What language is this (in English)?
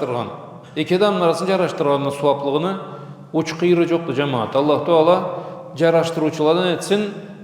Karachay-Balkar